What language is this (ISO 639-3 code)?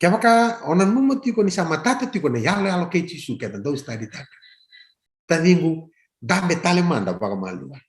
fij